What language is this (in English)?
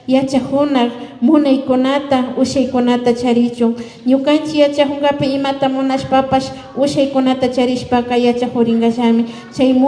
Imbabura Highland Quichua